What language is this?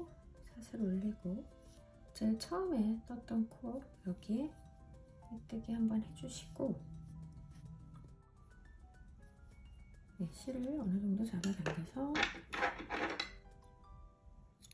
Korean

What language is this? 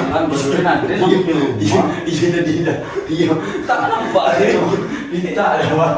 Minangkabau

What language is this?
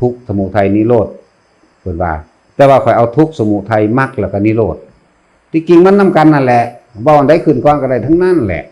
Northeastern Thai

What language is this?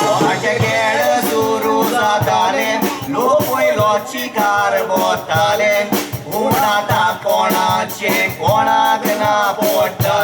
Konkani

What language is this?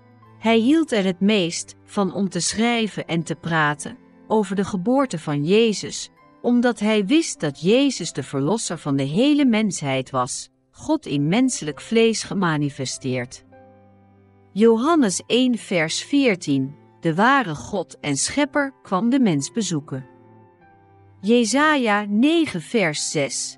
Dutch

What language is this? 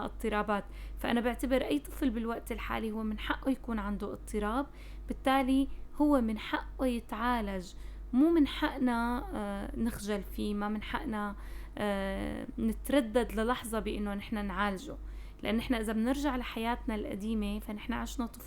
North Levantine Arabic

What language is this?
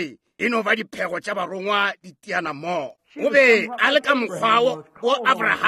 Northern Sotho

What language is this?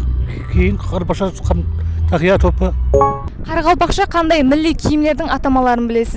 Kara-Kalpak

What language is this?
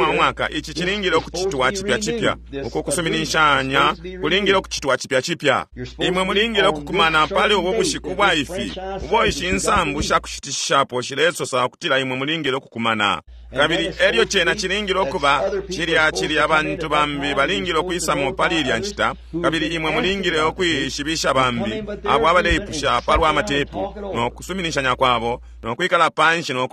Bemba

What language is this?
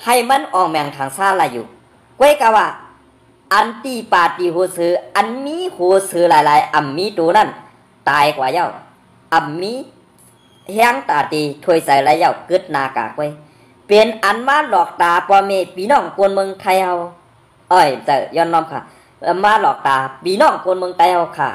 Shan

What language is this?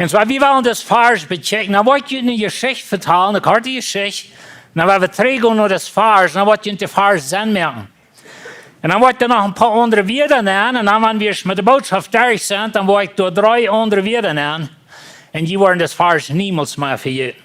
Plautdietsch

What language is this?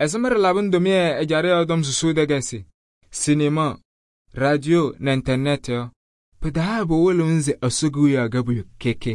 Kabiyè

